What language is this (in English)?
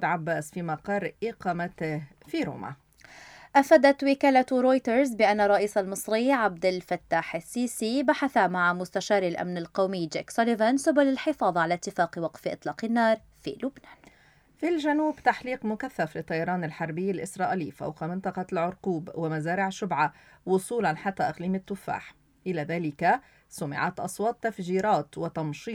Arabic